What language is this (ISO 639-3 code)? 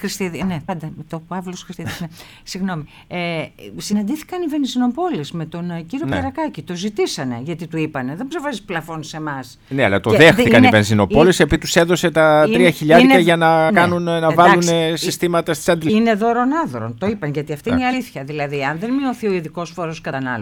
ell